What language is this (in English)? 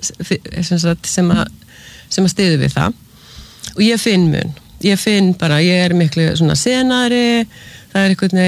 Icelandic